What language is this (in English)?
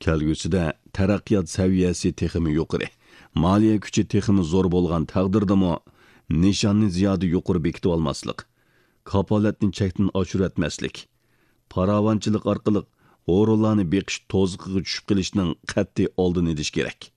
Uyghur